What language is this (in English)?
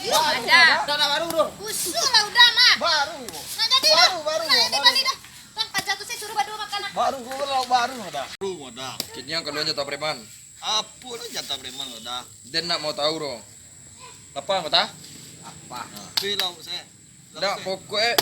Minangkabau